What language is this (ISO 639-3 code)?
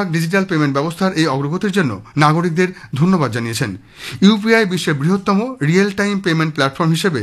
ben